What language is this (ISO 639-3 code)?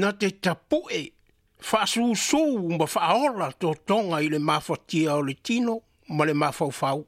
smo